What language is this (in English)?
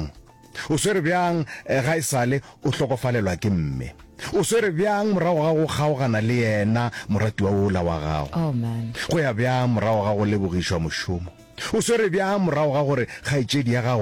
Northern Sotho